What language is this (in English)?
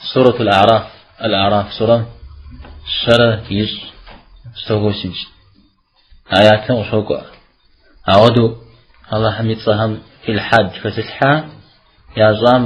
Kabardian